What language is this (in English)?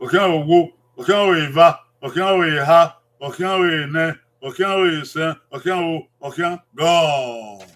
Bini